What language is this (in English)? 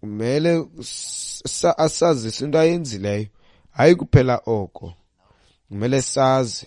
Xhosa